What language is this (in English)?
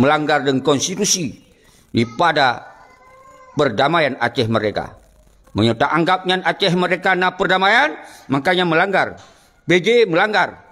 Achinese